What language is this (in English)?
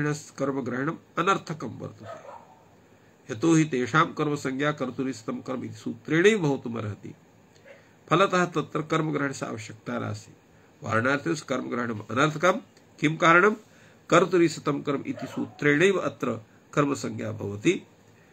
Sanskrit